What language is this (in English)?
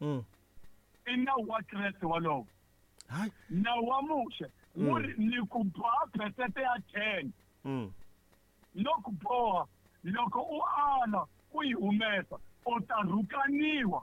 Tsonga